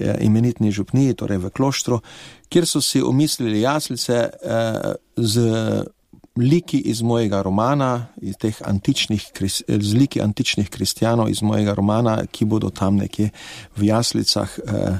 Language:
Slovenian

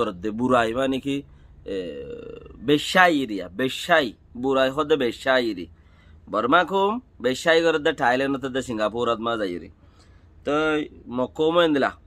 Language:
Rohingya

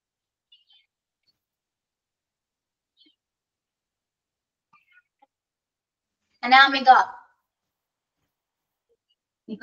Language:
Malayalam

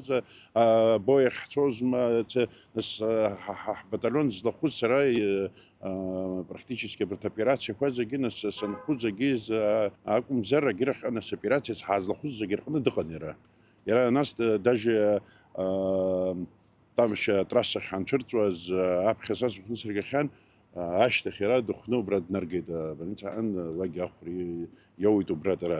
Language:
Abkhazian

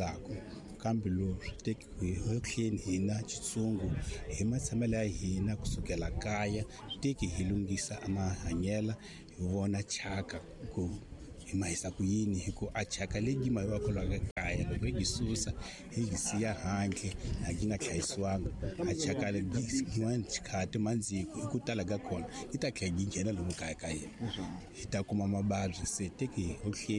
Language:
Tsonga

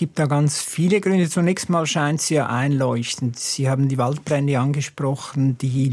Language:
German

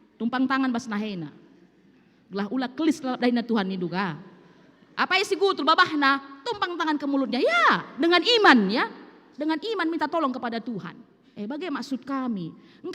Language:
Batak Karo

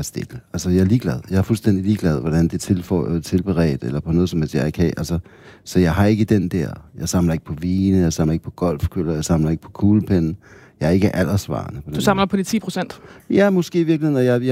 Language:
Danish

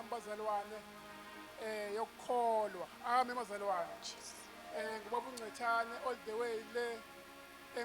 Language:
Zulu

